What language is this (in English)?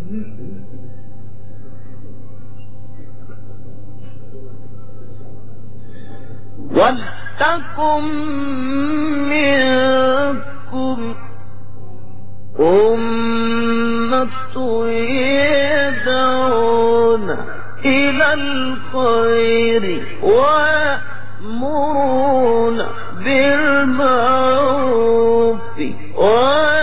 Arabic